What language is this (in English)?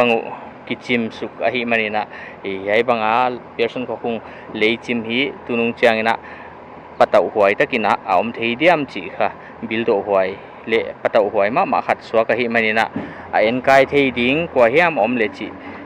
Paite Chin